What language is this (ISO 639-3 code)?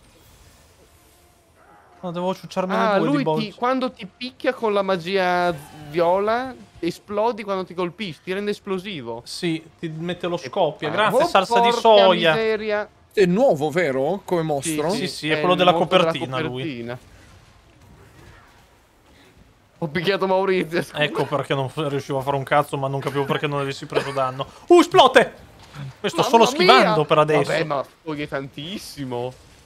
ita